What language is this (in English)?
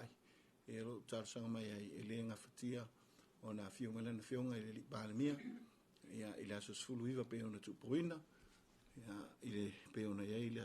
Samoan